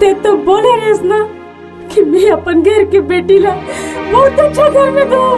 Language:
Chhattisgarhi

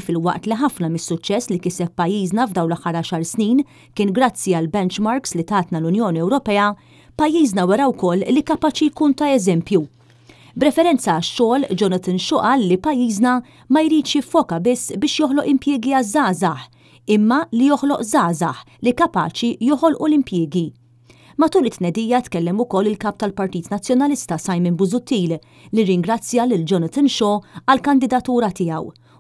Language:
Maltese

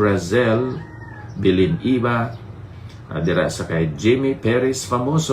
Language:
Hiligaynon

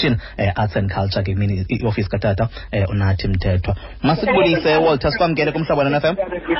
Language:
Xhosa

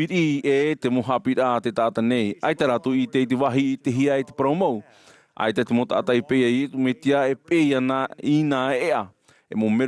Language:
Tahitian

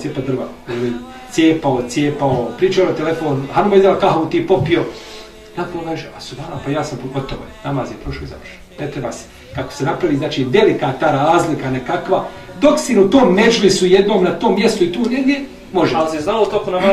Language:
Bosnian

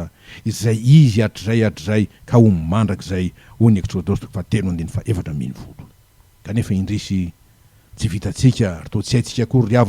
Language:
Malagasy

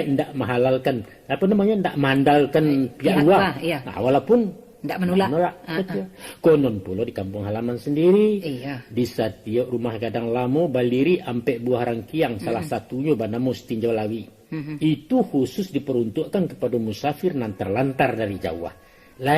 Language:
Minangkabau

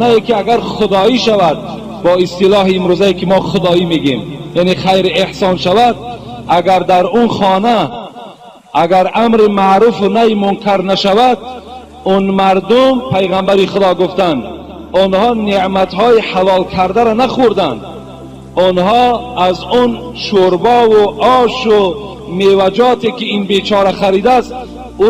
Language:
Tajik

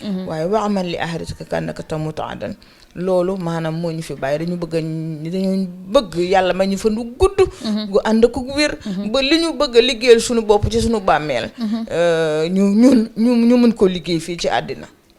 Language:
Wolof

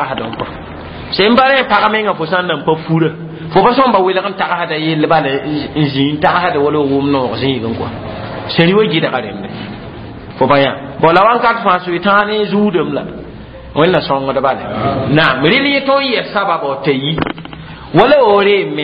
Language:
Mossi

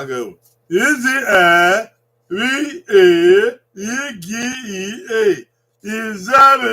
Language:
Bini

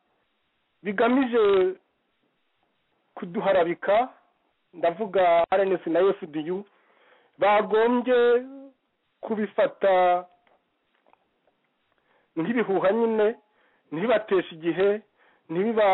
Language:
Kinyarwanda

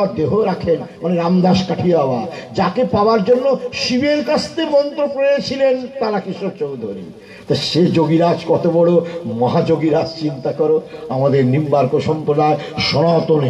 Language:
Bangla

